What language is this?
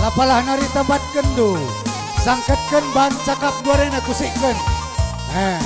Batak Karo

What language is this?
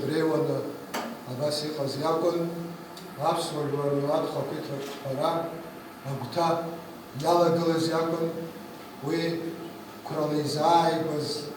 Abkhazian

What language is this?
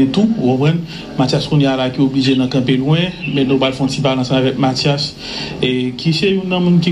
Haitian Creole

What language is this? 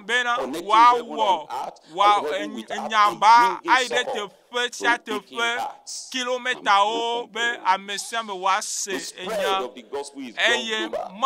Ewe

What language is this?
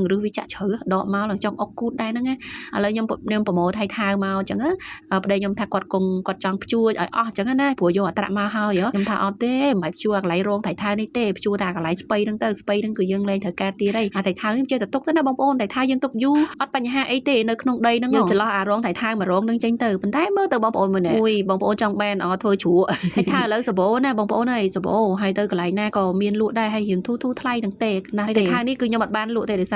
Khmer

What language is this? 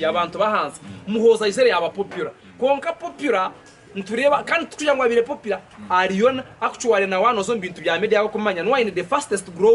Nyankole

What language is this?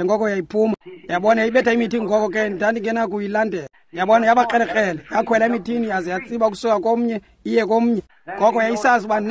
Xhosa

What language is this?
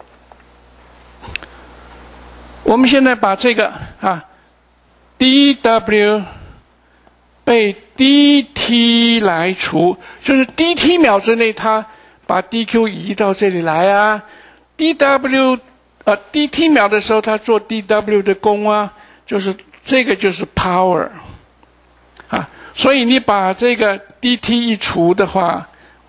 Chinese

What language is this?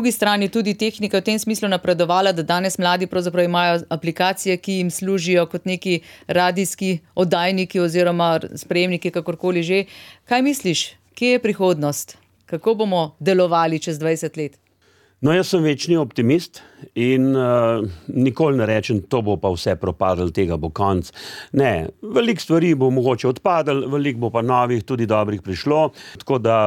Slovenian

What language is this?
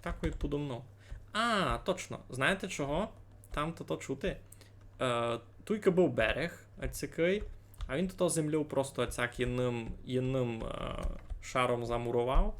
Rusyn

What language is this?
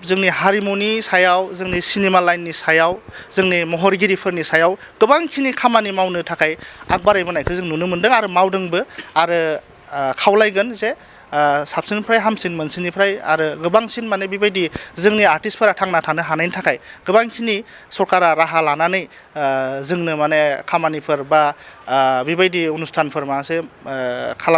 Bodo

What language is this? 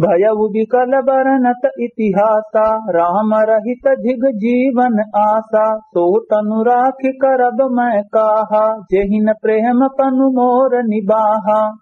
Awadhi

